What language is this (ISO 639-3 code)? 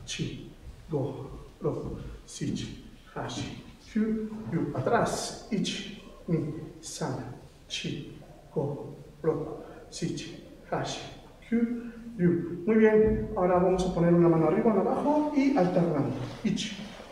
spa